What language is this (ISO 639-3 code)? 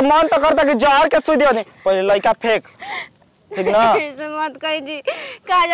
bho